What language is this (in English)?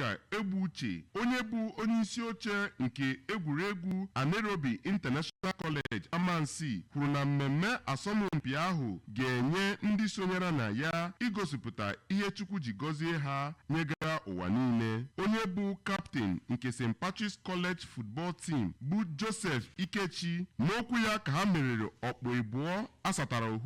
Igbo